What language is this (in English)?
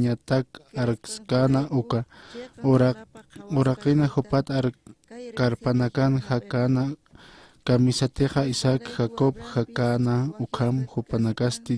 Aymara